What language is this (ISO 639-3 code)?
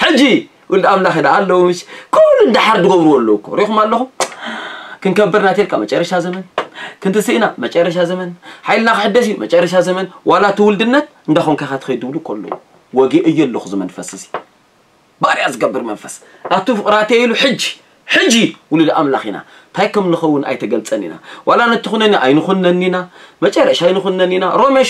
tir